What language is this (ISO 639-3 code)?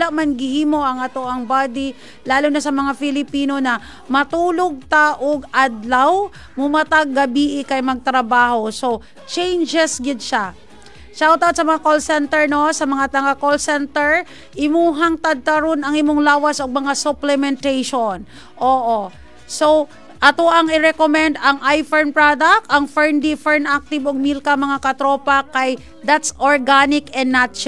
ceb